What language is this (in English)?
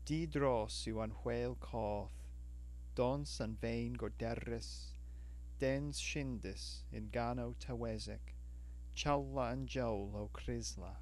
Cornish